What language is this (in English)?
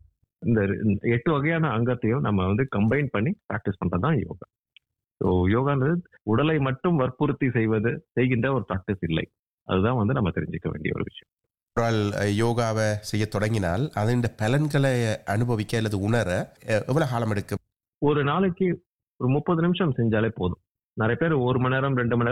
Tamil